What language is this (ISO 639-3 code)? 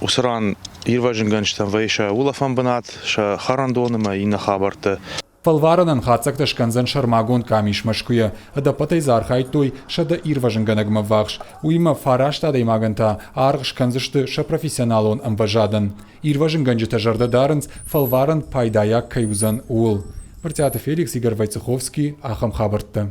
oss